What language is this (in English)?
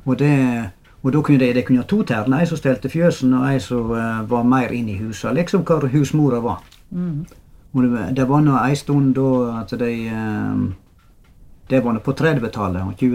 Norwegian